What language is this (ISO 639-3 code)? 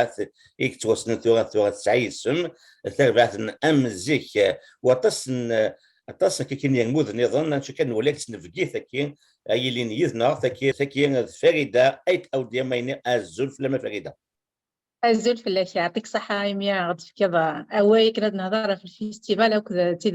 kab